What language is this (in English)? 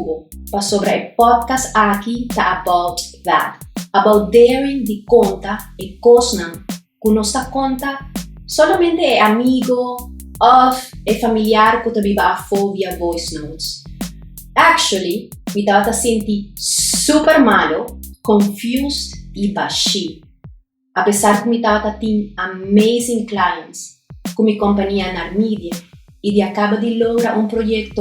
Papiamento